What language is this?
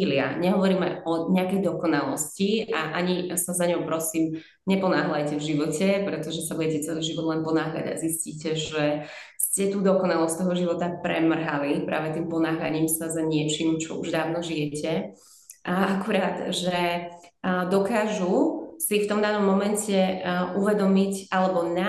Slovak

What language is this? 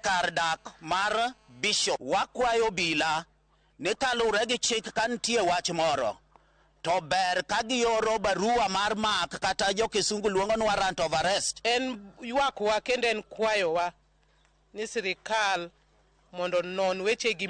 Luo (Kenya and Tanzania)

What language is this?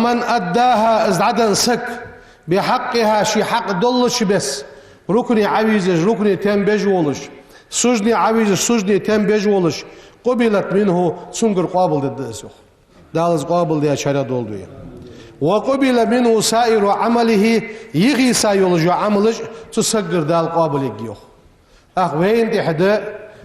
Ingush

